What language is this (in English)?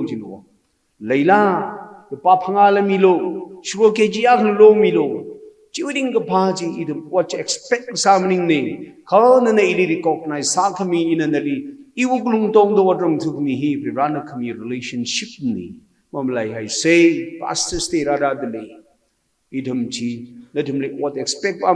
Tangkhul Naga (India)